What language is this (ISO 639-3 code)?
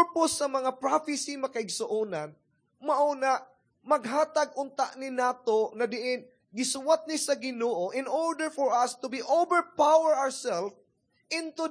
ceb